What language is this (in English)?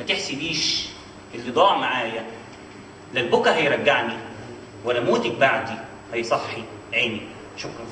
Egyptian Arabic